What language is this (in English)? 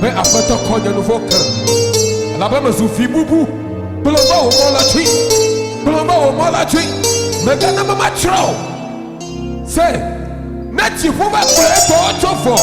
Ewe